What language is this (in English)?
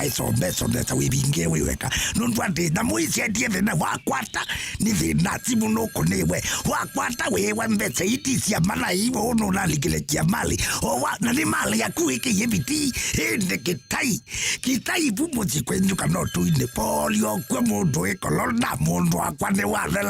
Kamba